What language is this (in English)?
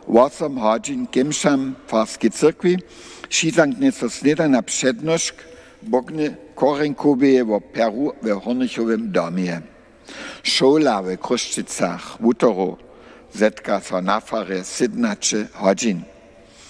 Upper Sorbian